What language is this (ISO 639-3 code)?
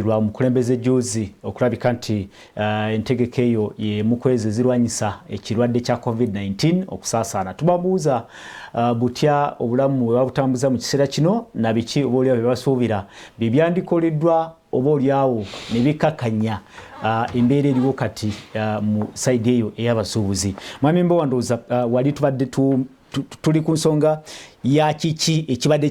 lug